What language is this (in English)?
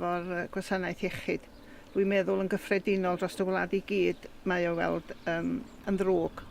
Welsh